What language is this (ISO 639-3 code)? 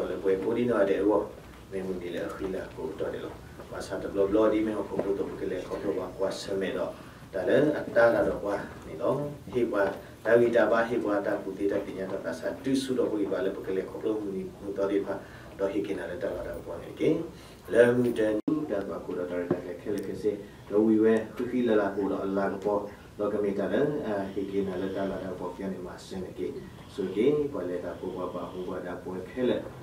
ksw